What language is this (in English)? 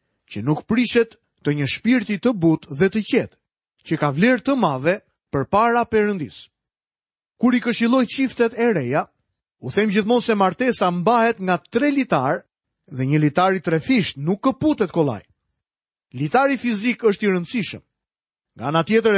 Albanian